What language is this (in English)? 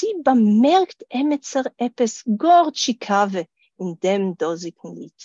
Yiddish